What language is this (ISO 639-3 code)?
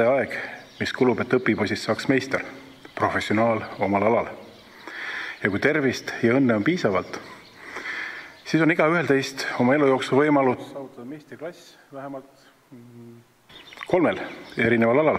est